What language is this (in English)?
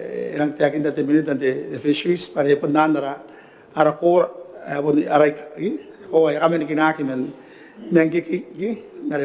Gilbertese